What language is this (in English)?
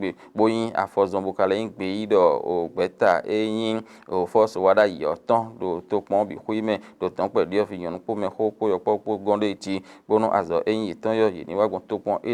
Fon